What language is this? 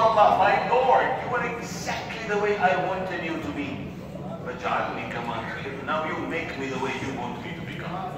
English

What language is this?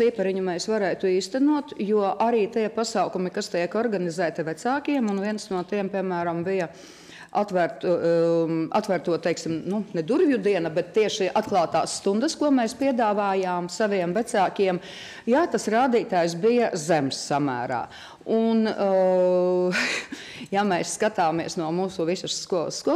Latvian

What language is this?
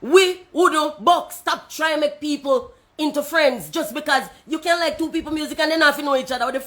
Jamaican Creole English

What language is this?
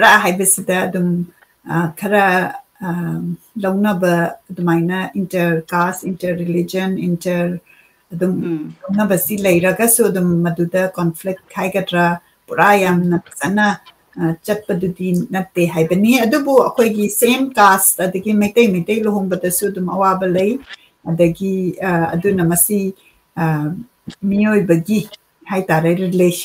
Manipuri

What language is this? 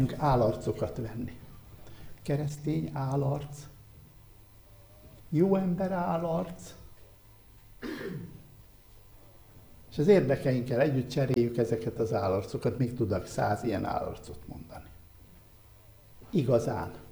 Hungarian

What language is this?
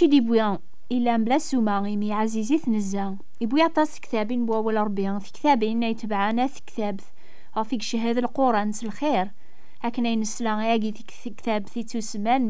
Kabyle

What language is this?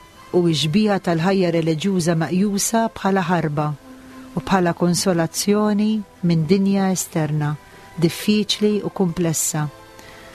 Maltese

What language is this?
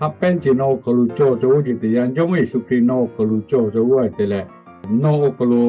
Lahu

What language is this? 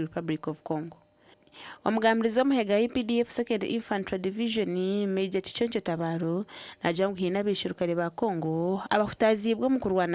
Nyankole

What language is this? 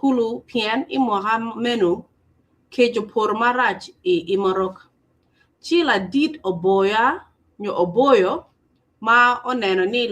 Acoli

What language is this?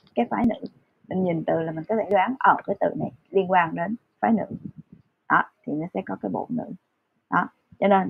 Vietnamese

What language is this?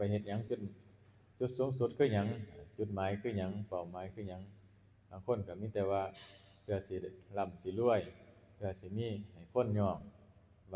Northeastern Thai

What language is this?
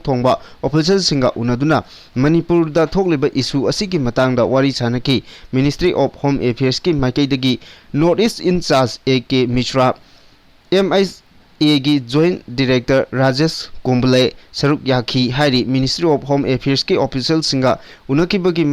Manipuri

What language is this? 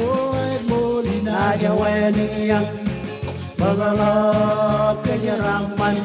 Marshallese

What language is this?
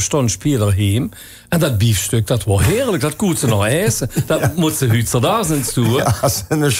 Limburgish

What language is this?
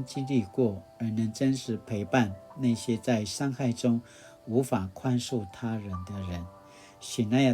Paiwan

